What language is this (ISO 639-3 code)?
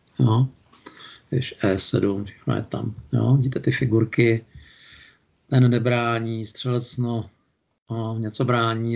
ces